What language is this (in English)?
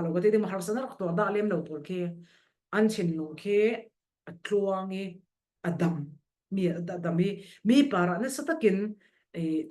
Falam Chin